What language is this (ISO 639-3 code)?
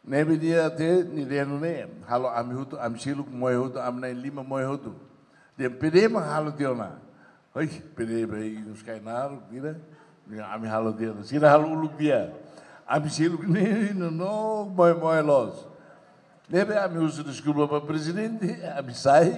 tet